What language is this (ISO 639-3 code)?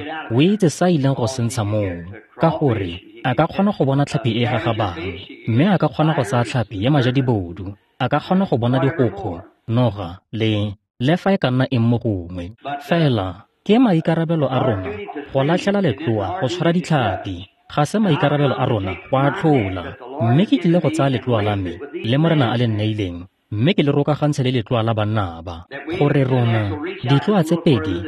tsn